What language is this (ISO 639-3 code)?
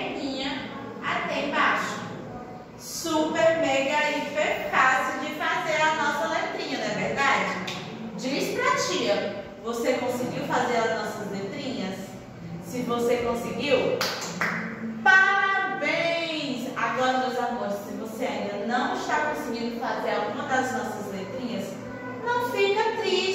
por